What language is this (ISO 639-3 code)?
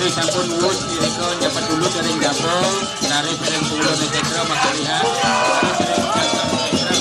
ban